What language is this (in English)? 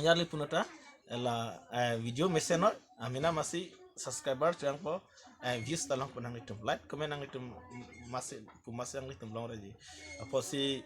Karbi